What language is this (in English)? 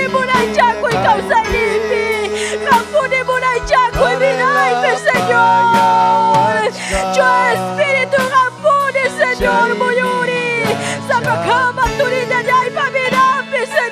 Ayacucho Quechua